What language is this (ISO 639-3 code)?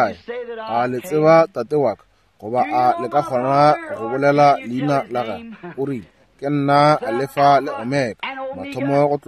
nso